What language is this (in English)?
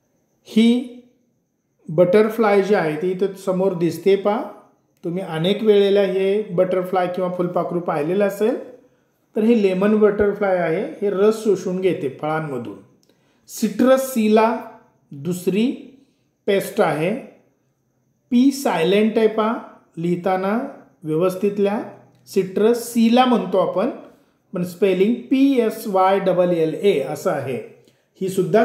Marathi